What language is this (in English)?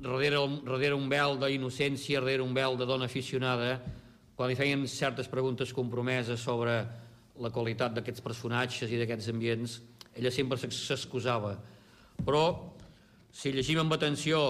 Catalan